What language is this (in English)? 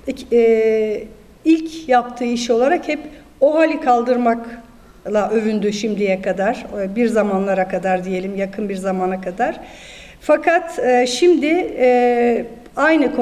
Turkish